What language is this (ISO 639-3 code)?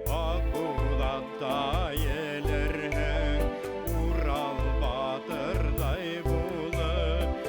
bak